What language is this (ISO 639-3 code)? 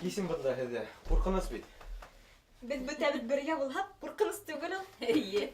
bak